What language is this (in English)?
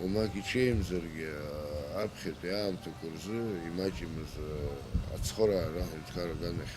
Abkhazian